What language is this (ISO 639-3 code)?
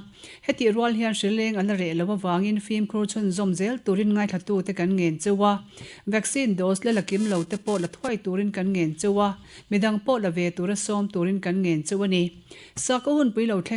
lus